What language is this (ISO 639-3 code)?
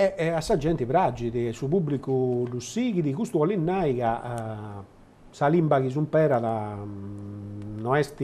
srd